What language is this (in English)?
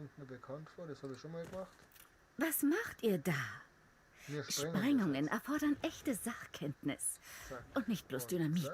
Bavarian